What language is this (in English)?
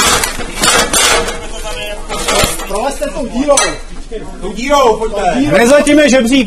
Czech